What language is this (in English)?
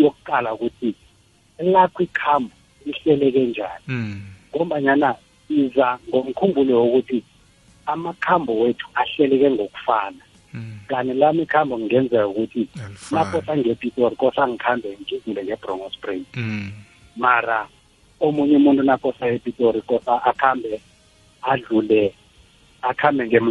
South Ndebele